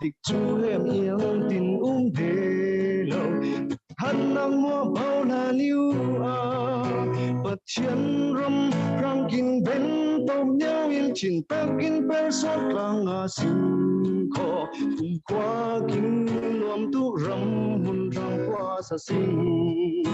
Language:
Falam Chin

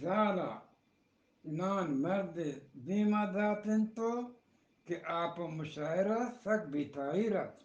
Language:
Eastern Balochi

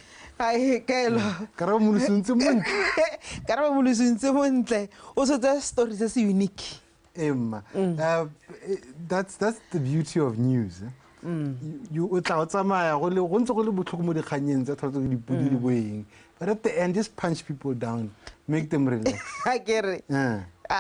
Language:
Tswana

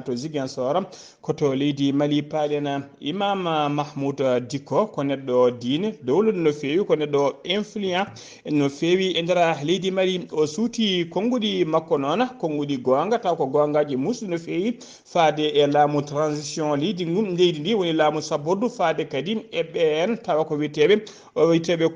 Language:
Fula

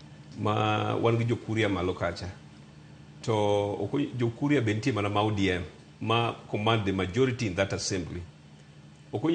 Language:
Luo (Kenya and Tanzania)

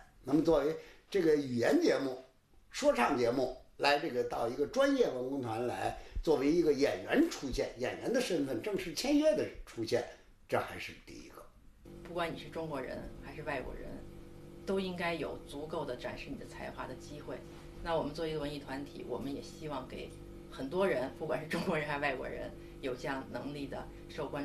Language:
Chinese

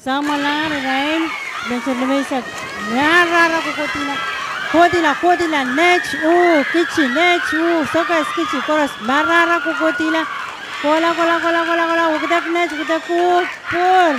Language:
Pohnpeian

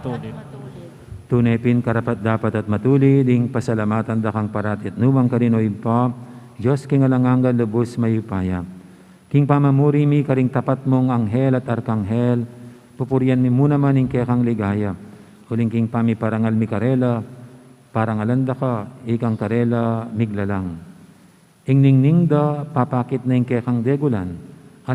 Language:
Pampanga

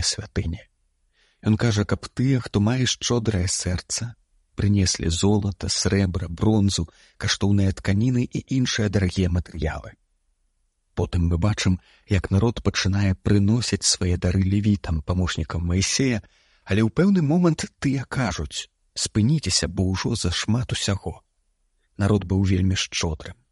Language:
Belarusian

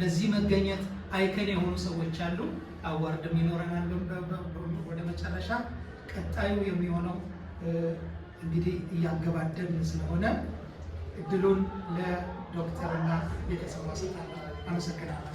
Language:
Amharic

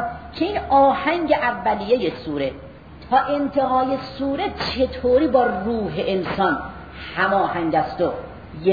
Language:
Persian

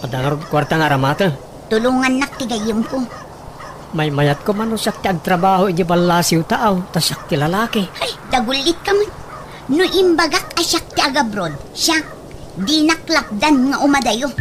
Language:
Iloko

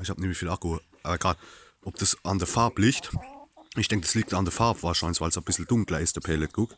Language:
Palatine German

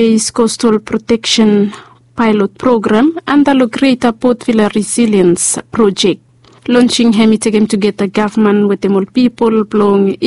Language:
Bislama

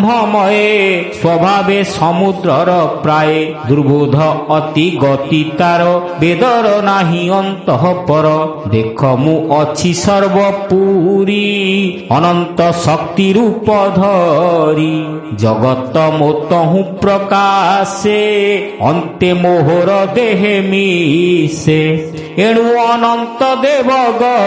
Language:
Odia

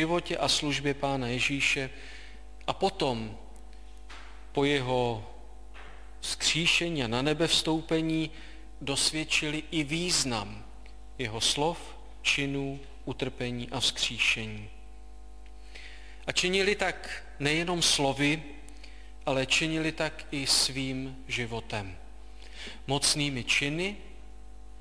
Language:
Czech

